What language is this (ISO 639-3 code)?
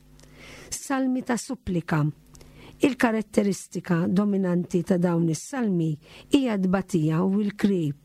mlt